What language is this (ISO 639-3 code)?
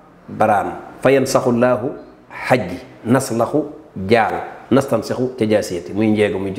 wol